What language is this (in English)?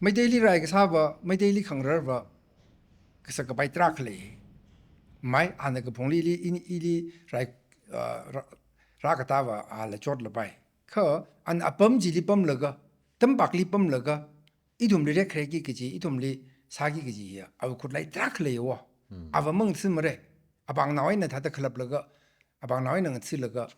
Tangkhul Naga (India)